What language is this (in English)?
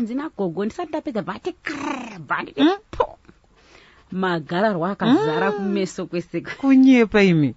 Shona